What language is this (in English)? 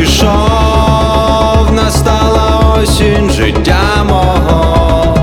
Ukrainian